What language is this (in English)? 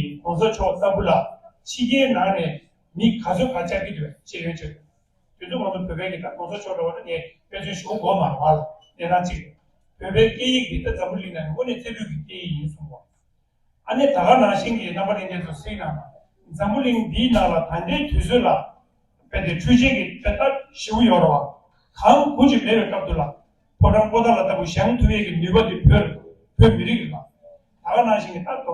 Tibetan